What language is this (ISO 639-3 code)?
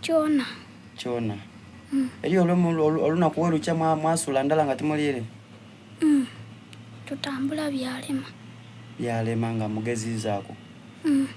xog